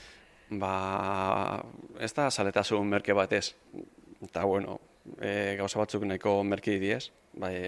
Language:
Basque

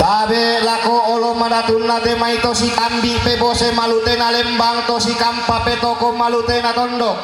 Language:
Toraja-Sa'dan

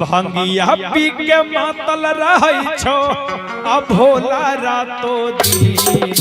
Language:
Magahi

